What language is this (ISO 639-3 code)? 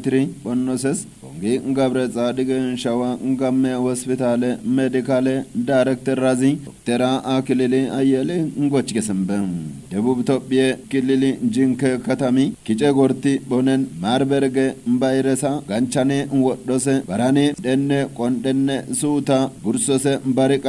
kbr